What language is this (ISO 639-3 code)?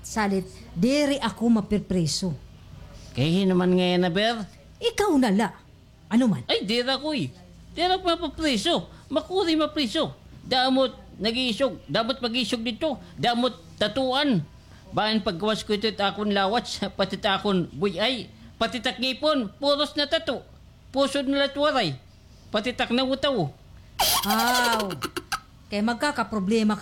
war